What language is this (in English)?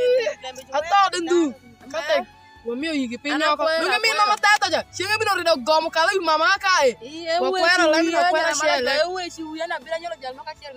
Alur